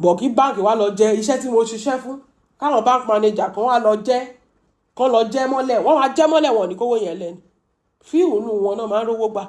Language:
Yoruba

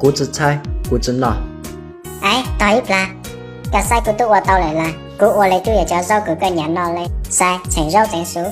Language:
Hmong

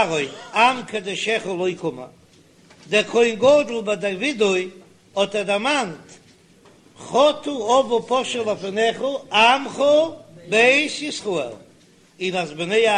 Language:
Yiddish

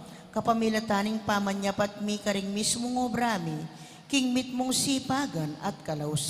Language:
Pampanga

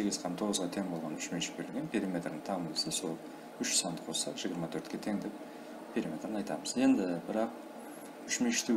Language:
Kara-Kalpak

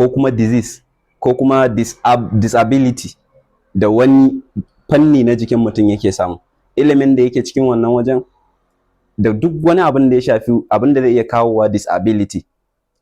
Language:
Hausa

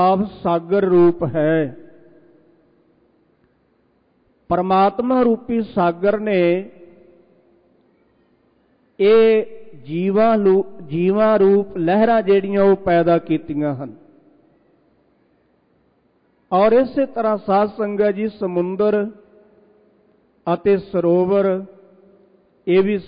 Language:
Punjabi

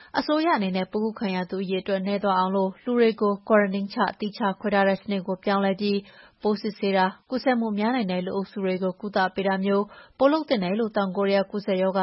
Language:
Burmese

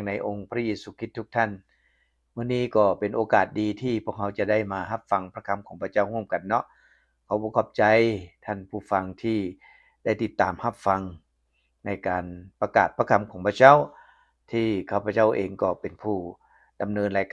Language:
Lao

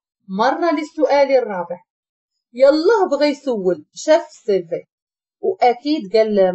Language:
Moroccan Arabic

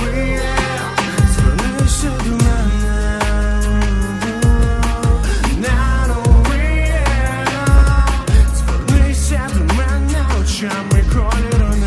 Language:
Ukrainian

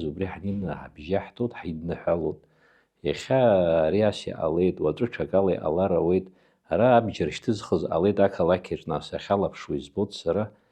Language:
Abkhazian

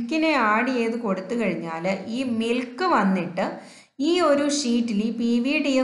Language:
Malayalam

